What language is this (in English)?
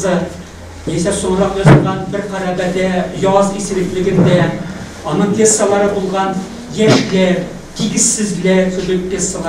Tatar